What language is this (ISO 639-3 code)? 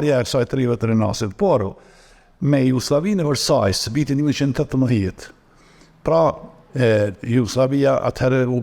sqi